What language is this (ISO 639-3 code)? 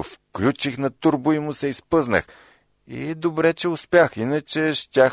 bul